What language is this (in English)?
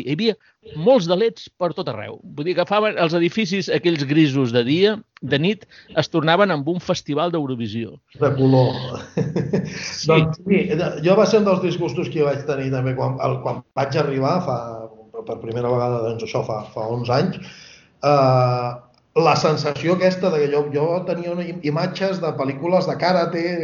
Catalan